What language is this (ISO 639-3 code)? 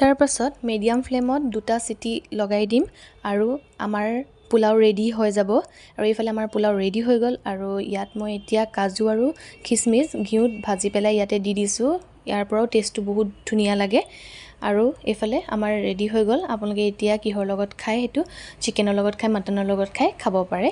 asm